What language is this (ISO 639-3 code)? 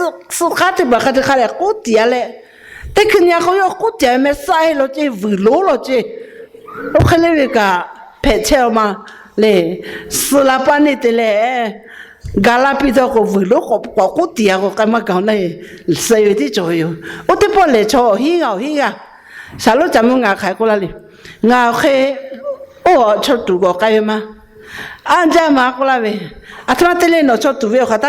lhu